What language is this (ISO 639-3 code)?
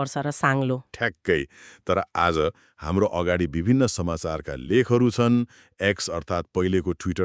nep